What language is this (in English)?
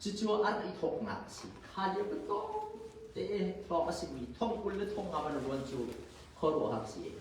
Hakha Chin